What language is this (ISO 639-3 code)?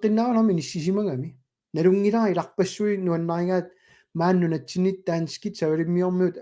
kal